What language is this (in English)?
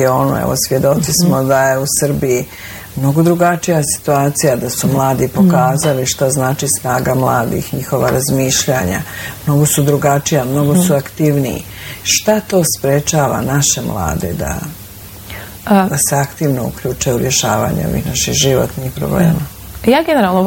Bosnian